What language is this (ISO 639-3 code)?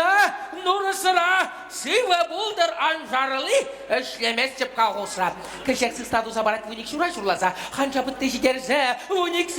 chv